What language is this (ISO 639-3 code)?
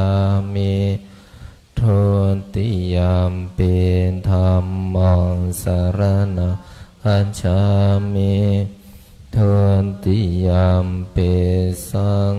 pli